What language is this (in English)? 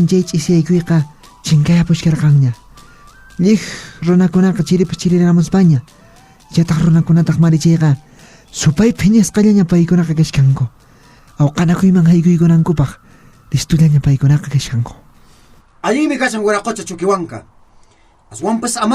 Quechua